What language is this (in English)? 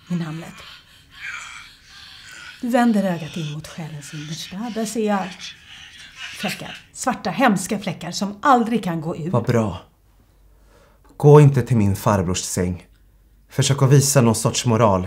Swedish